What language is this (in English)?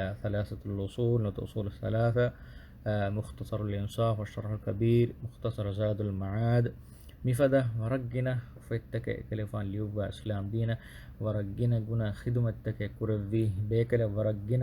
Divehi